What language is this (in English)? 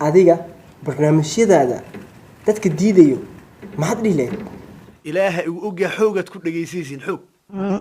Somali